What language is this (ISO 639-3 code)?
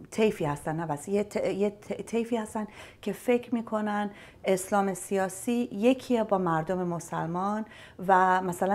fas